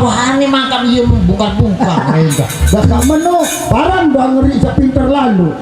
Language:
Sasak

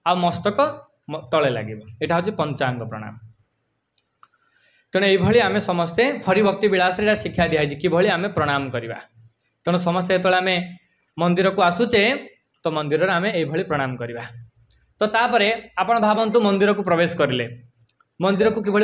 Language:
Odia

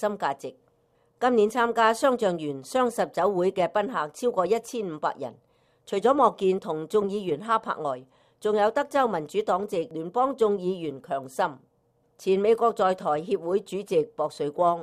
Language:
Cantonese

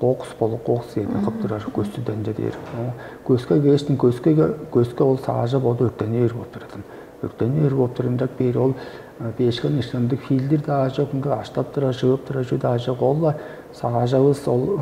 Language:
Tuvinian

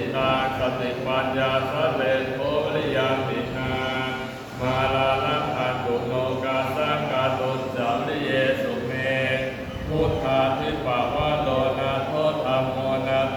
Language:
Pali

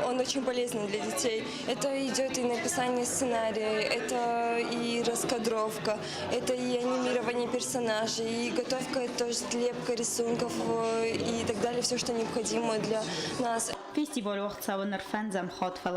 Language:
Ossetic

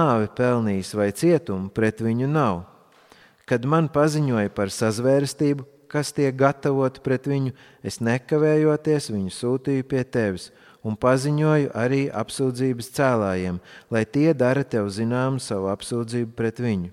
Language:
Latvian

